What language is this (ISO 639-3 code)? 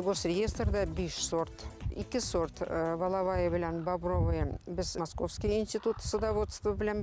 bak